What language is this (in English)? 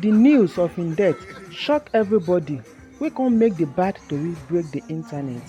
Nigerian Pidgin